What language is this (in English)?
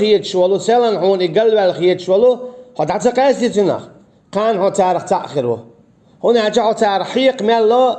Chechen